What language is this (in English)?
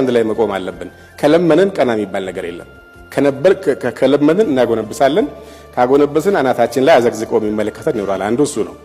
Amharic